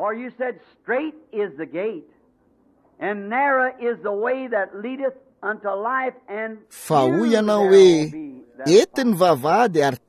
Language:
Malagasy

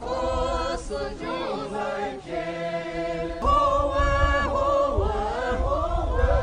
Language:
Poumei Naga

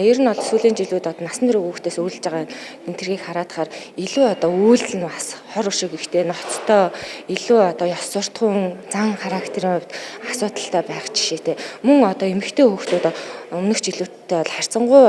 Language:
Mongolian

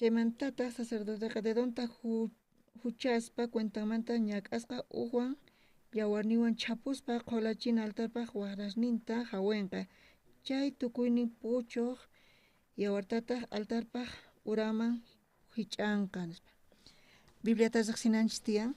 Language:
South Bolivian Quechua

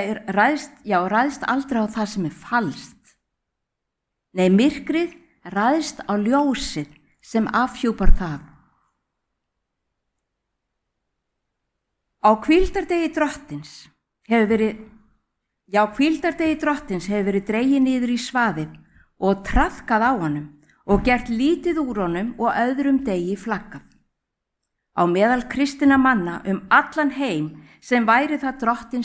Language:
Icelandic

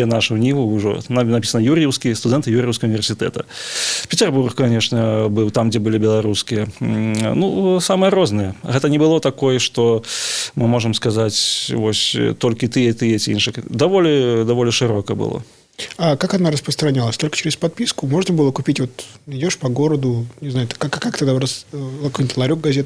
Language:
Belarusian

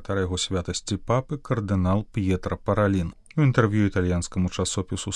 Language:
Belarusian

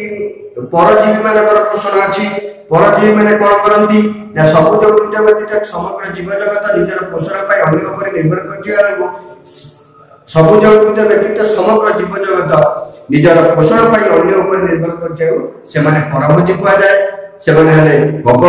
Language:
Odia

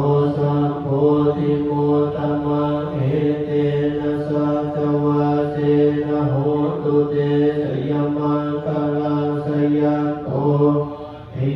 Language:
Pali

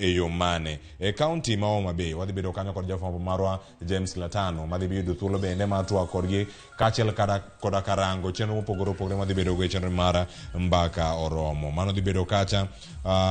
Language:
Luo (Kenya and Tanzania)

